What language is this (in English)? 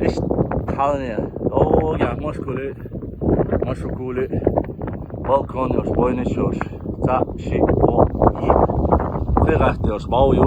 Chechen